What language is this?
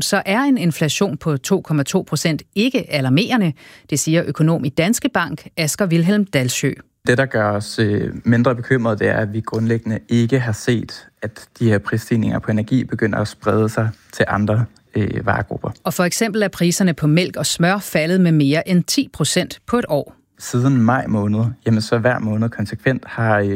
Danish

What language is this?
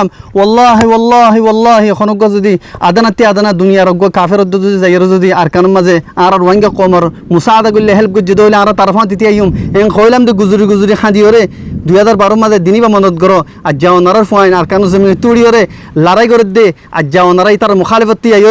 Rohingya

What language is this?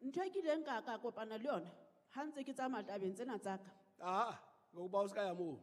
Southern Sotho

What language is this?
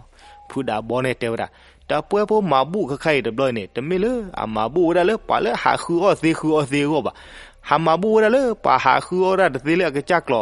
S'gaw Karen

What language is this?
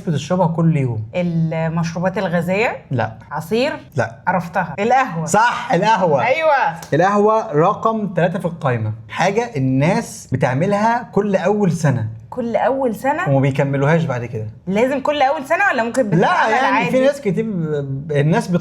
Egyptian Arabic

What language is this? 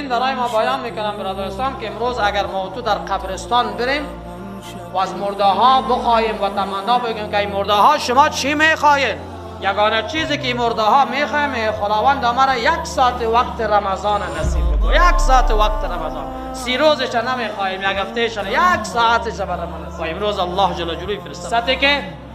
Tajik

